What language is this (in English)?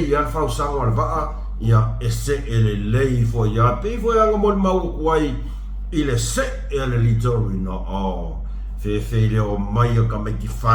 Samoan